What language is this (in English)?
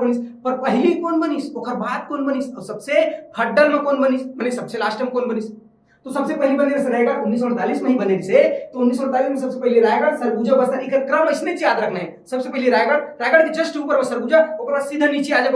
Chhattisgarhi